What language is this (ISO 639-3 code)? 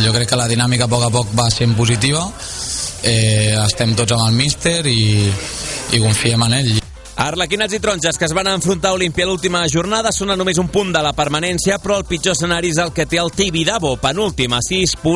cat